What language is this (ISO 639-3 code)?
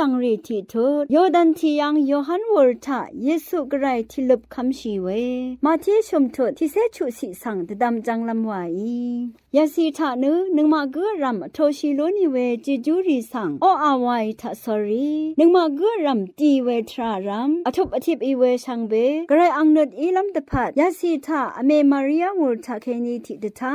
raw